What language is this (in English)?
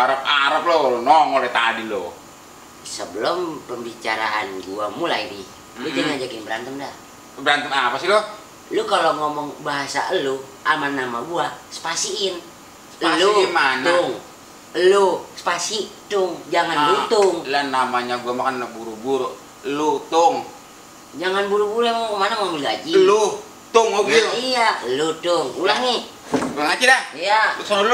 Betawi